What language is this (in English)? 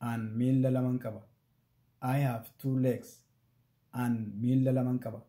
Oromo